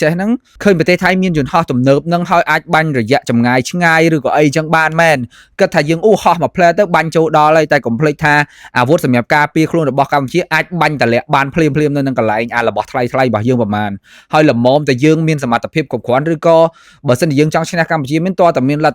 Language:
Khmer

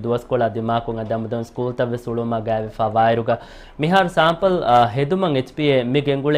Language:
Divehi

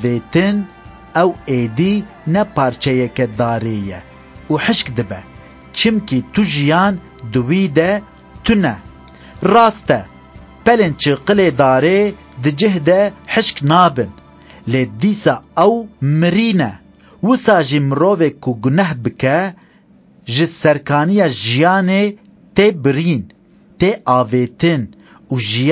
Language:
Kurdish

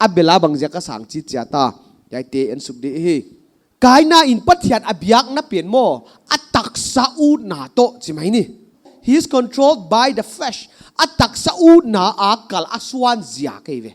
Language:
Paite Chin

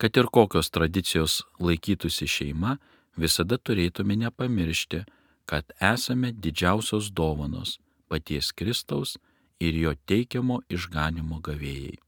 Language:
Lithuanian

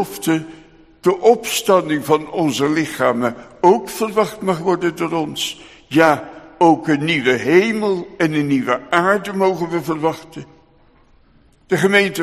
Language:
Dutch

